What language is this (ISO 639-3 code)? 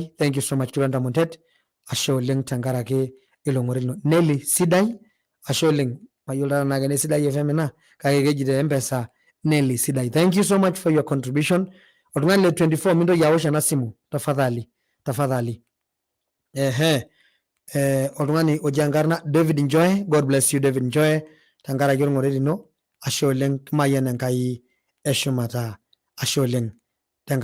mas